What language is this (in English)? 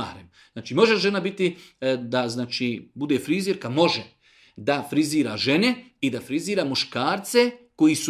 Bosnian